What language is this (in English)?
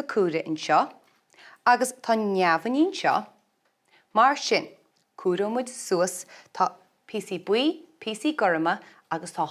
Irish